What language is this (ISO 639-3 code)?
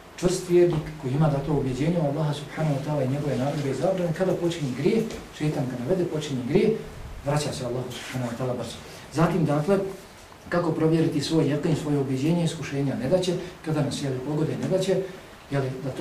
bos